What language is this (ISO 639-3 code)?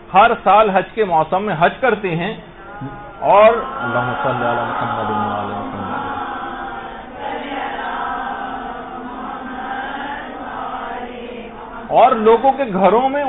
urd